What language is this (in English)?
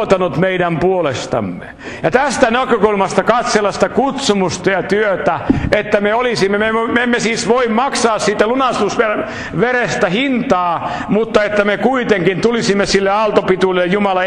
Finnish